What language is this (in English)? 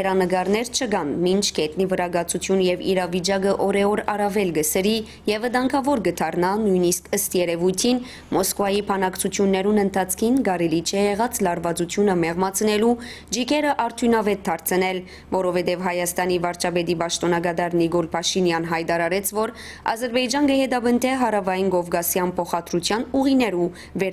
Western Armenian